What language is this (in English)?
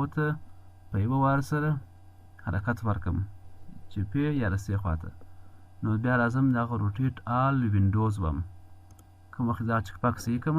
Pashto